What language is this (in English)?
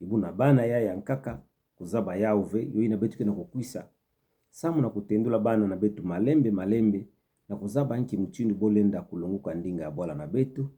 Kituba (Democratic Republic of Congo)